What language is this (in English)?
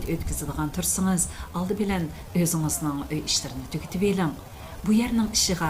Uyghur